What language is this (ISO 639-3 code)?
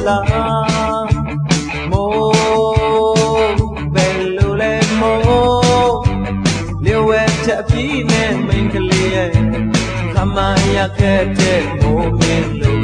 mya